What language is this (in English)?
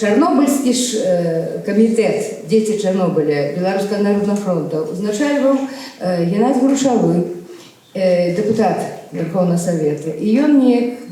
Belarusian